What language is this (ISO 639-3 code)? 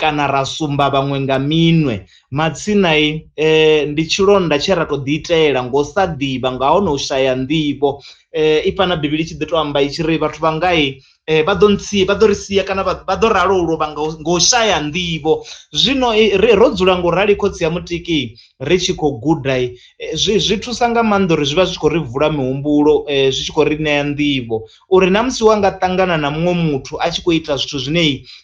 ven